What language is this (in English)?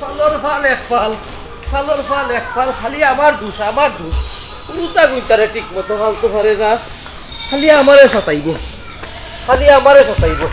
Sylheti